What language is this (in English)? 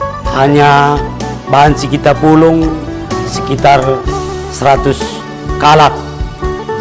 Batak Karo